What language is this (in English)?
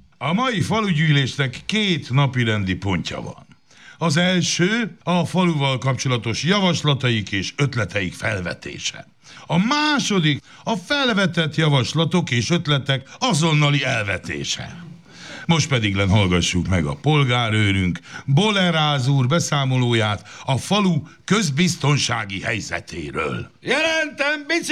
Hungarian